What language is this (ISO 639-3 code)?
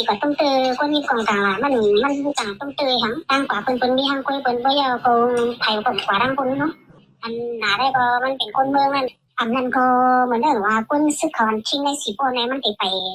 shn